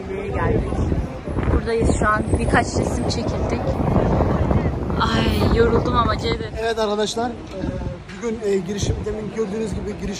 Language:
Turkish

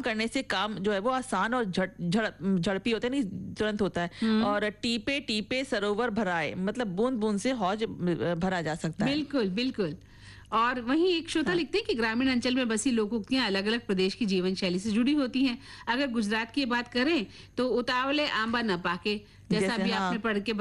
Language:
Hindi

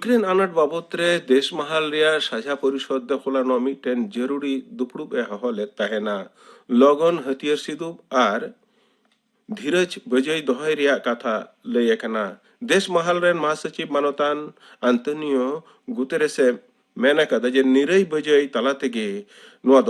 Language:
Santali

